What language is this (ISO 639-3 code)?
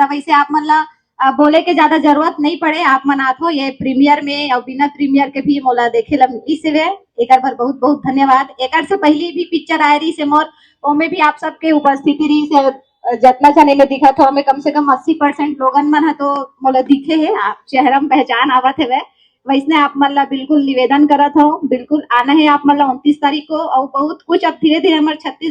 hne